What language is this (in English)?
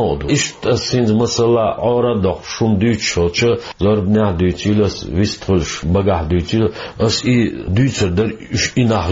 Chechen